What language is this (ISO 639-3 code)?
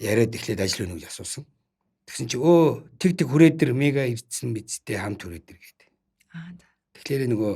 mon